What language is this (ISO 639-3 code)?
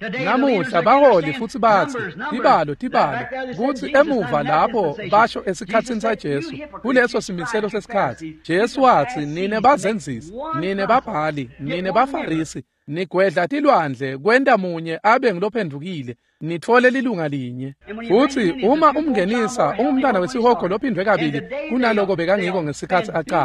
ssw